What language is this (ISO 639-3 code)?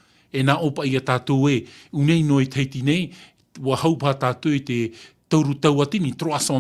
tah